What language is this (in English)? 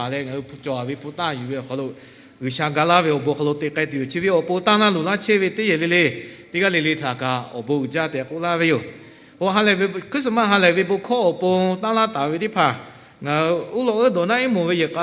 Lahu